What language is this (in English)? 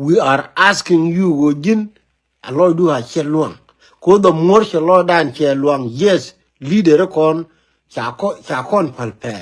Nuer